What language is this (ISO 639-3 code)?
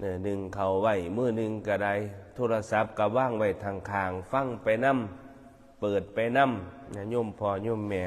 tts